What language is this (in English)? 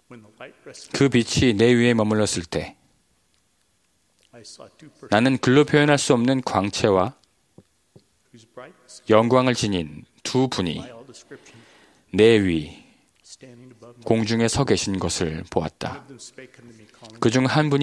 Korean